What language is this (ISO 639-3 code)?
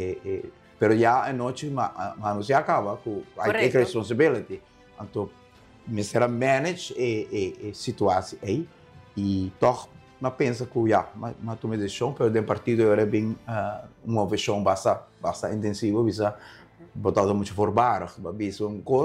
pap